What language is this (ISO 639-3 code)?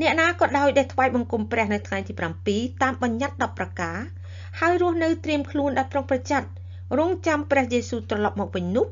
khm